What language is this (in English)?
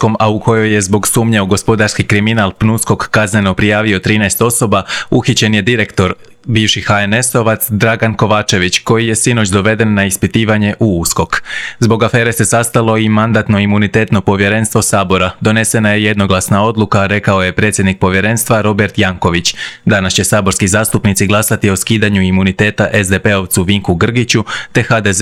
Croatian